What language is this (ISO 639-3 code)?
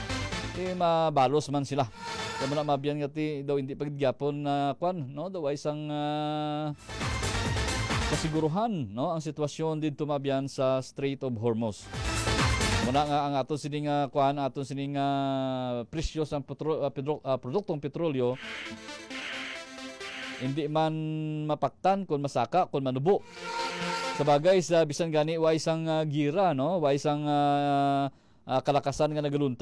hil